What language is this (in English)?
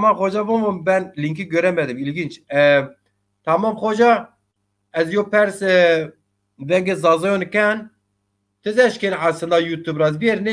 Zaza